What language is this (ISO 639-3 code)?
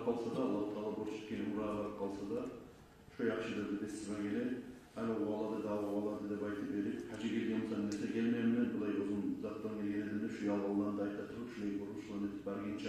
kum